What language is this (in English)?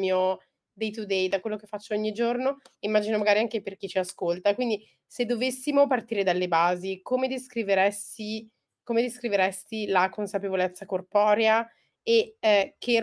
Italian